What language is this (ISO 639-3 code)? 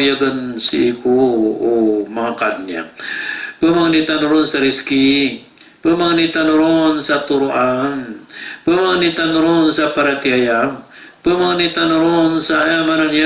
mrw